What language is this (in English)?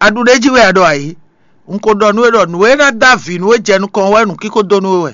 Fon